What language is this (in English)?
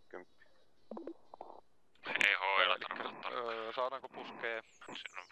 Finnish